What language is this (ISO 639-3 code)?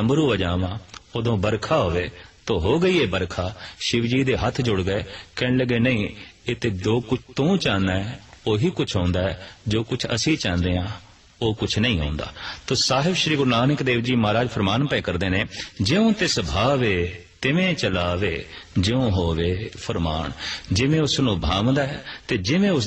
pan